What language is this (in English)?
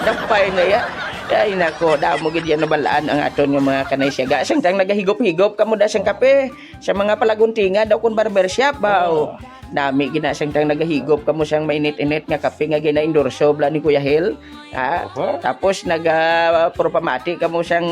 Hiligaynon